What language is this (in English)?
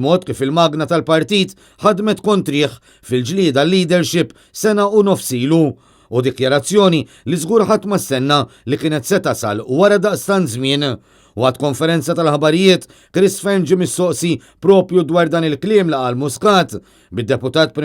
Maltese